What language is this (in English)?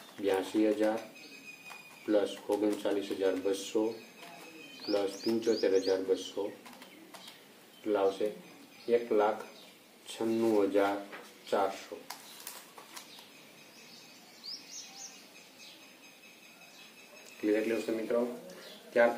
Gujarati